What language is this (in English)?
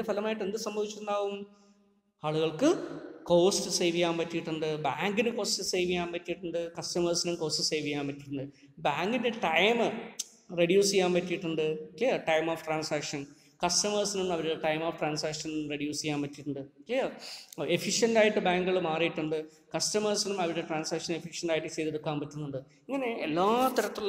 Malayalam